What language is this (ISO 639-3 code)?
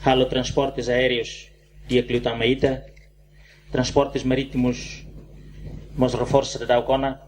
tet